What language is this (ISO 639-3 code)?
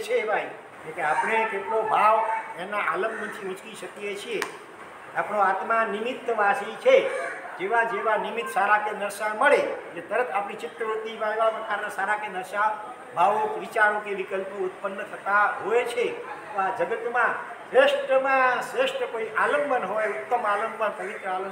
guj